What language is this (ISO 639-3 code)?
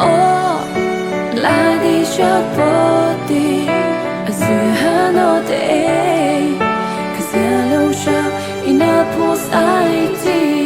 mrh